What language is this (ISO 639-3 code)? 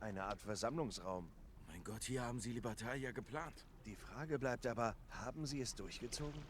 gsw